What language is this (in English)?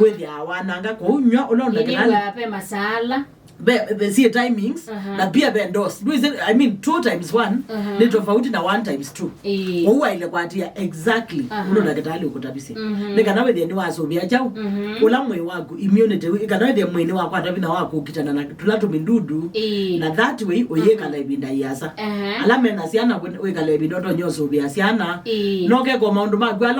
Kamba